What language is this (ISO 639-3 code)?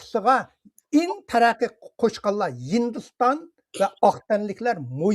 uig